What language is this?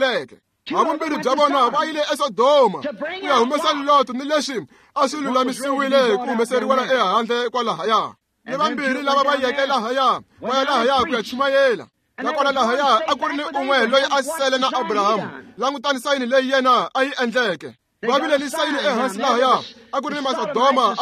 Tsonga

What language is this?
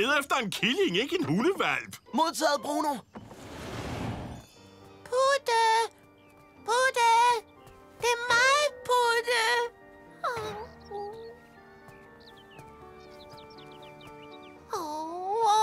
Danish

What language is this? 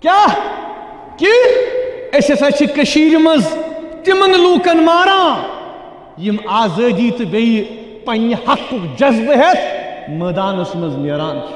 Kashmiri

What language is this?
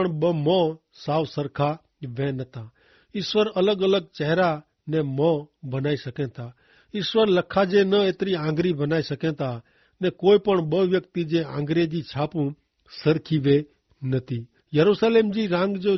Kachhi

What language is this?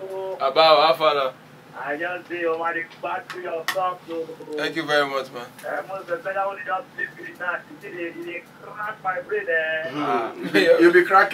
Nigerian Pidgin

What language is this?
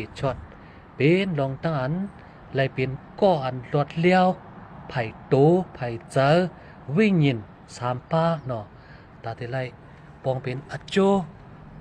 Shan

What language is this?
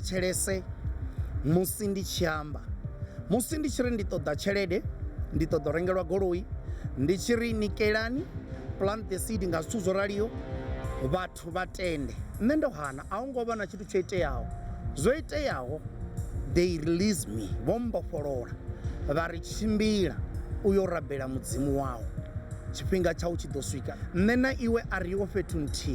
Venda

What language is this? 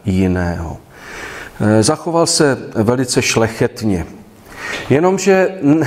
Czech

